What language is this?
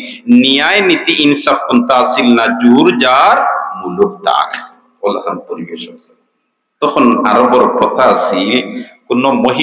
Sylheti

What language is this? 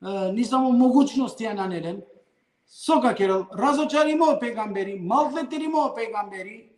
Balkan Romani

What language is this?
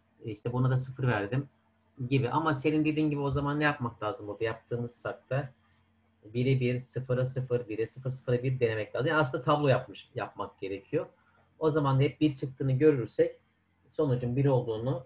Turkish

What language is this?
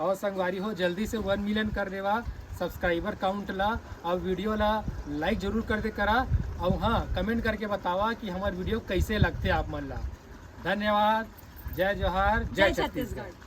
Chhattisgarhi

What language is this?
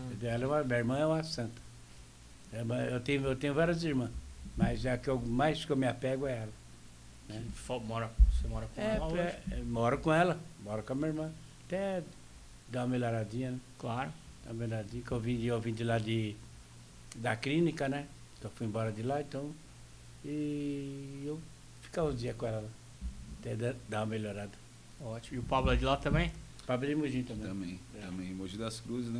Portuguese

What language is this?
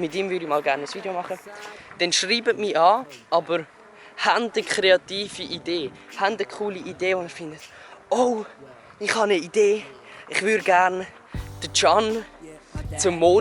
Swiss German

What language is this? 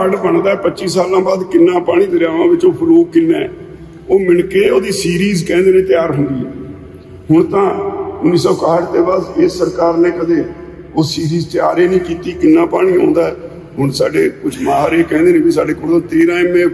Punjabi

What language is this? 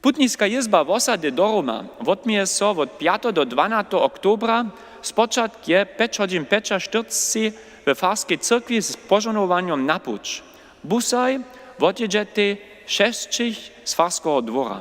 Upper Sorbian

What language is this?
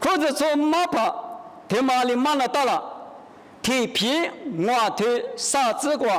Lisu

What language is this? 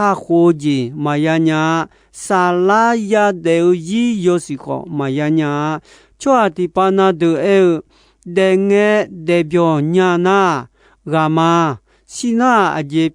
Akha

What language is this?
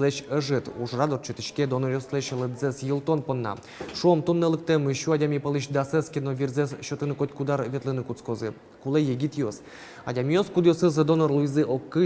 Udmurt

